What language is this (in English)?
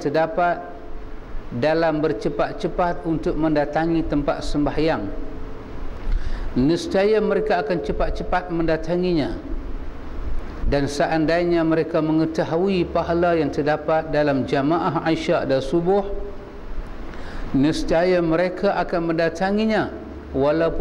Malay